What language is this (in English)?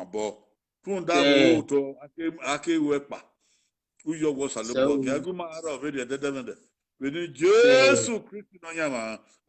Bini